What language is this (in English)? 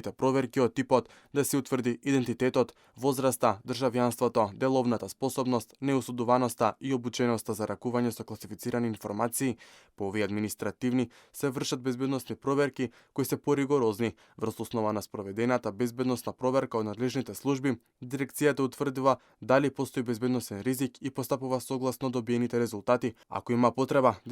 Macedonian